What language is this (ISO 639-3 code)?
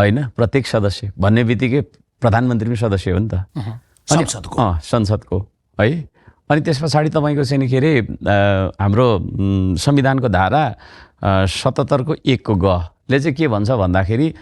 nep